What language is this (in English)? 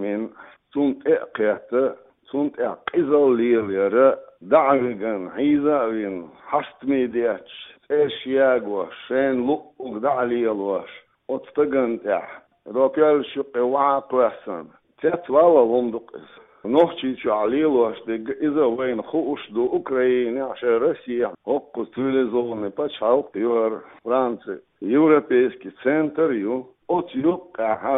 Chechen